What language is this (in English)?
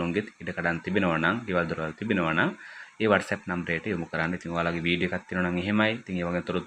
Sinhala